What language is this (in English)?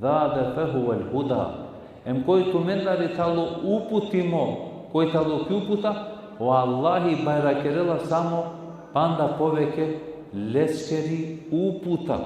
Balkan Romani